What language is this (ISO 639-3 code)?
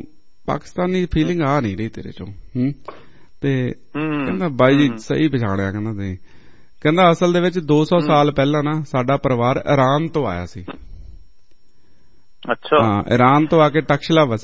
pan